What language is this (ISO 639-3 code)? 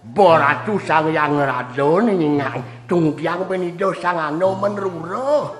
ban